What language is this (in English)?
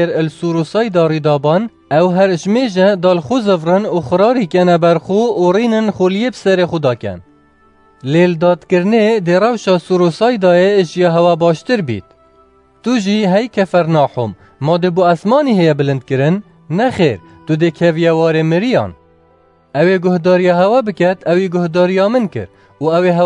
Kurdish